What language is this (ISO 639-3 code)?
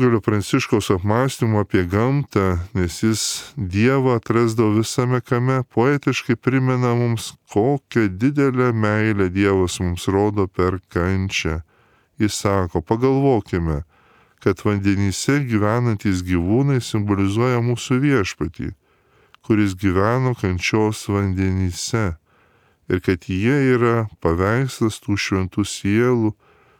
lit